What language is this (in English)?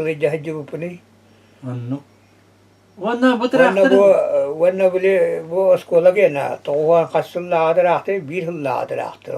Yakut